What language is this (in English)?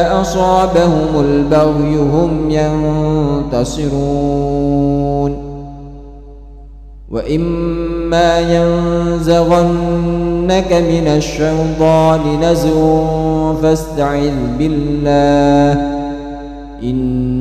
Arabic